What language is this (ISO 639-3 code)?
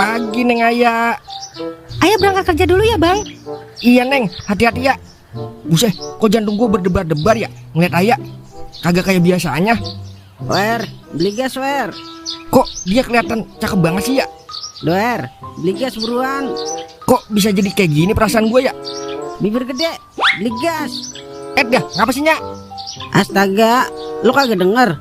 bew